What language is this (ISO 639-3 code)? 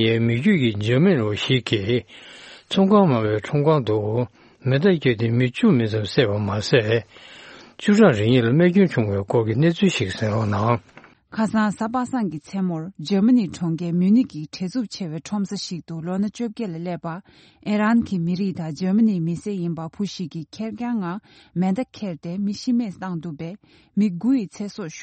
bod